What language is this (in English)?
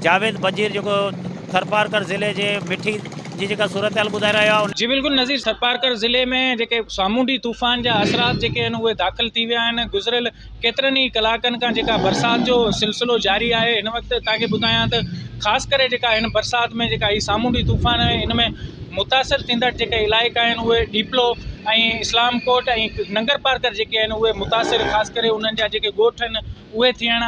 Sindhi